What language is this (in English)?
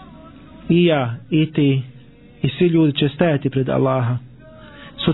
Bosnian